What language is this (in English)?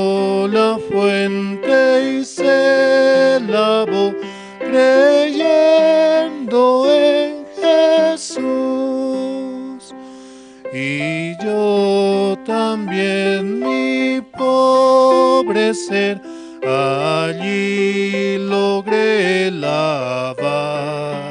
South Bolivian Quechua